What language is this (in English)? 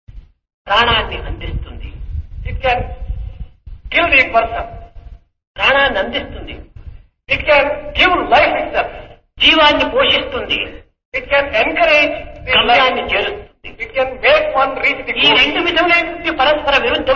Telugu